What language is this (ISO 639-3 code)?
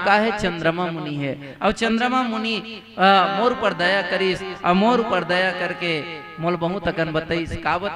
hne